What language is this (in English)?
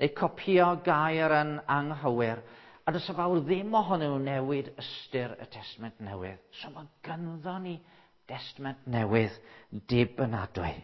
Welsh